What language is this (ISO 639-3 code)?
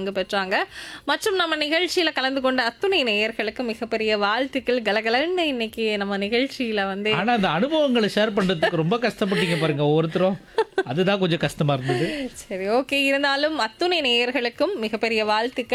tam